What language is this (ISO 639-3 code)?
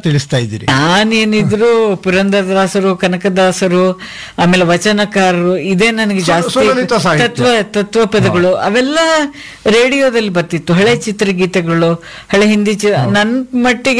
kan